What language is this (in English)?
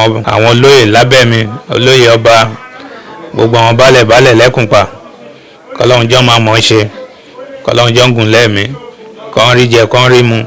Yoruba